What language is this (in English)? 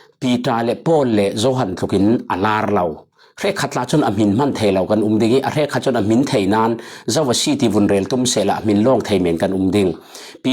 Falam Chin